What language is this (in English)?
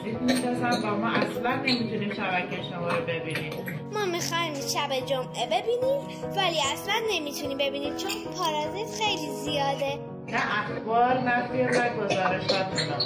Persian